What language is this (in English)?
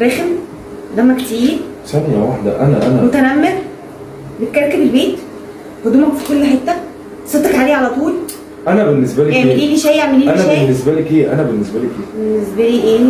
Egyptian Arabic